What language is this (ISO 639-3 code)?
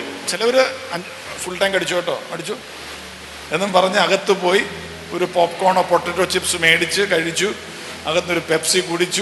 mal